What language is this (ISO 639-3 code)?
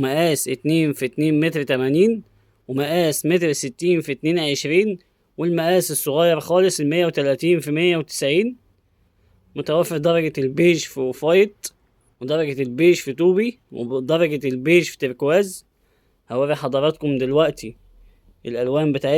arz